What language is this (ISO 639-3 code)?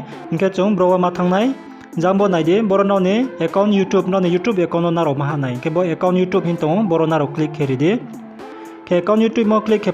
ria